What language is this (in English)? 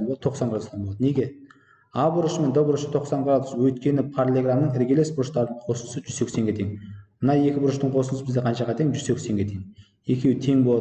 Kazakh